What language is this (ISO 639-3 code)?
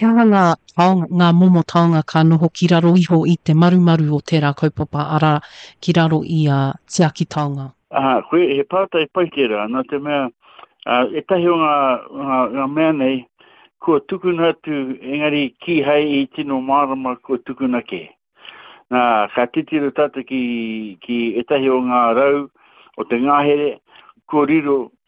mri